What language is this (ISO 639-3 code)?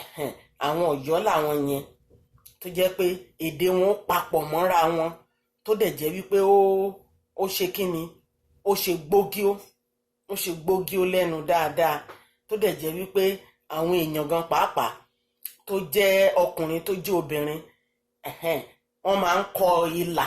yor